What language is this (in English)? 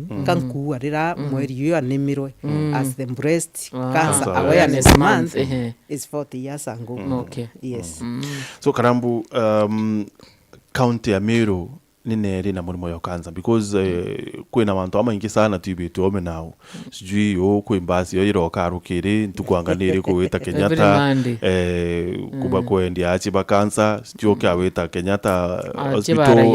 Meru